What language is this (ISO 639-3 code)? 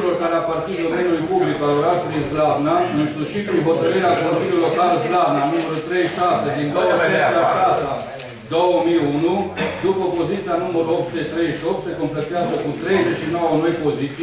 ron